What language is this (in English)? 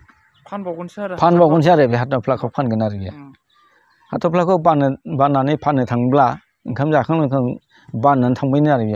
Bodo